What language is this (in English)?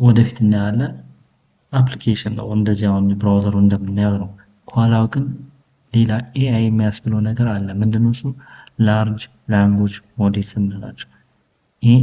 Amharic